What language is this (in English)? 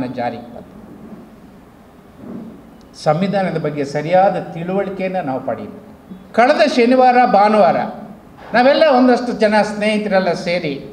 Kannada